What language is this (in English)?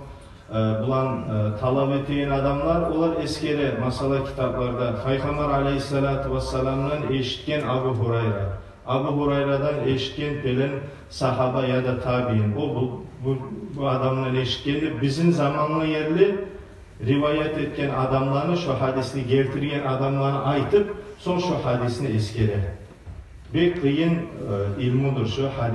Kumyk